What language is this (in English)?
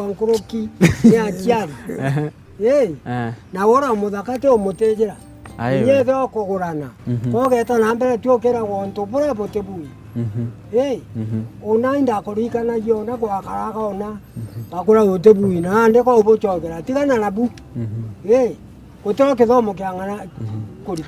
Meru